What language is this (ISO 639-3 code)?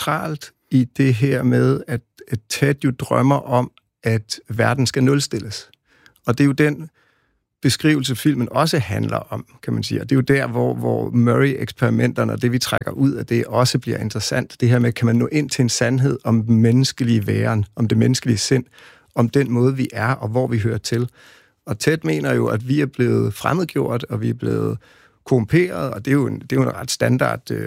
dan